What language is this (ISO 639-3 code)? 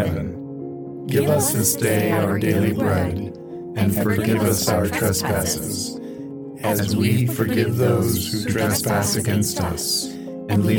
eng